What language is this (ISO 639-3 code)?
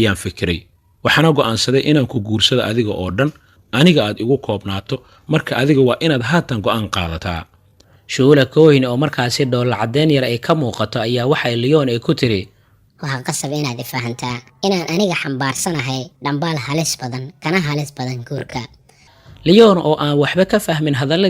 som